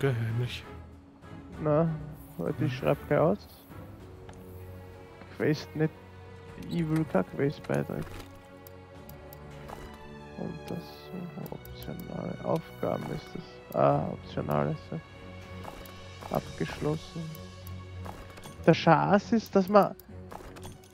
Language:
German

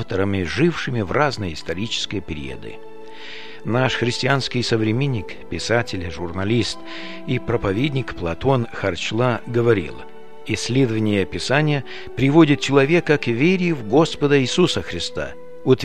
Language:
Russian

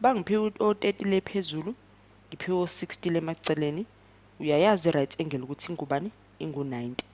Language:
Zulu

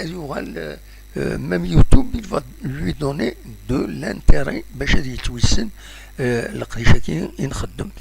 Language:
Kabyle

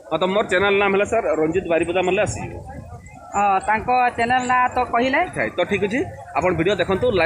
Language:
Odia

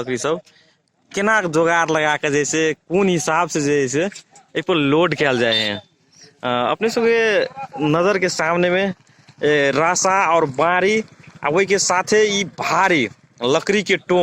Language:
Magahi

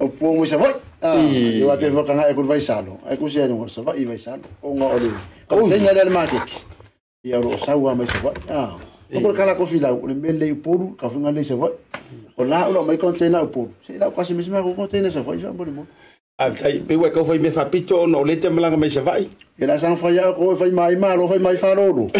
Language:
Samoan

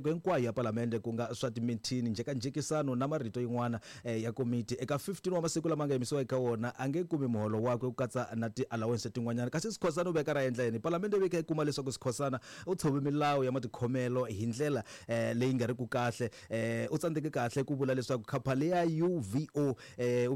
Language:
Tsonga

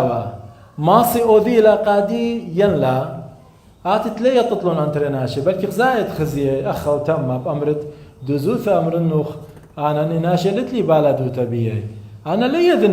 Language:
Assyrian Neo-Aramaic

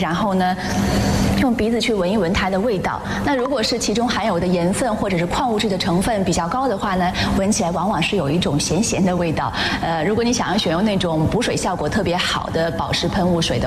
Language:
Chinese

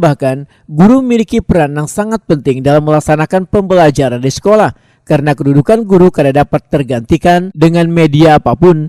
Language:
Banjar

